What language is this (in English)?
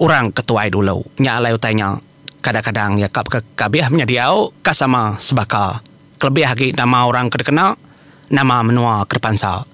Iban